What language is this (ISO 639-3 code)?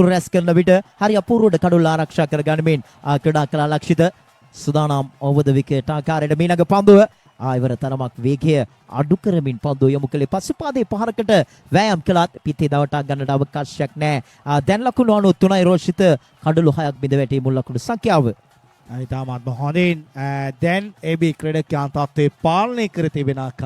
sin